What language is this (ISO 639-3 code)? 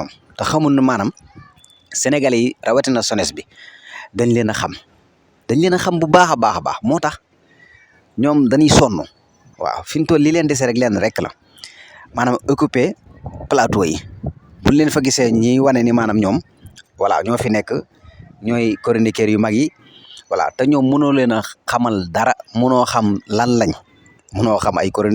wol